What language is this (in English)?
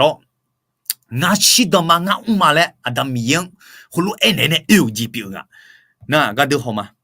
Akha